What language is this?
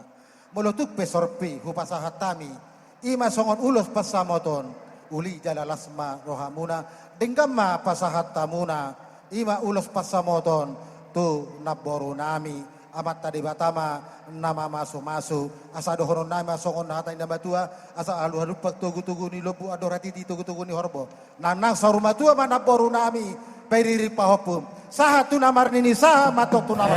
Batak Toba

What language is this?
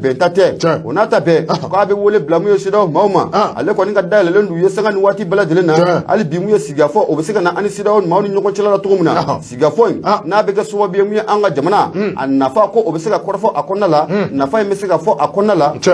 Bambara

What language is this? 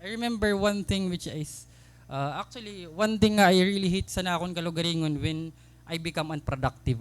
Waray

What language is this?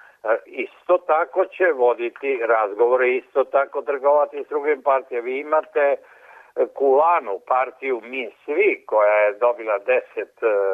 Serbian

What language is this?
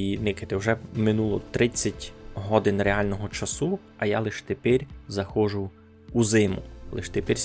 Rusyn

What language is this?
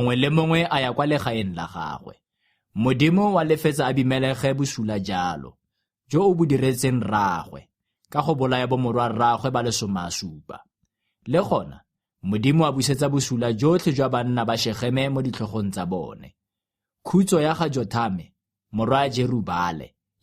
Tswana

